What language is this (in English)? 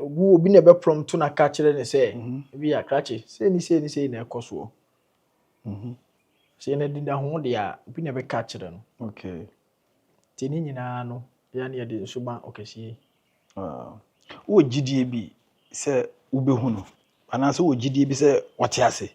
Akan